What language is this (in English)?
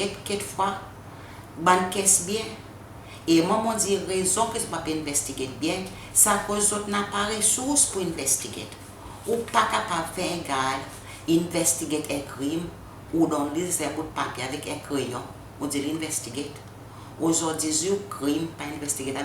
Seselwa Creole French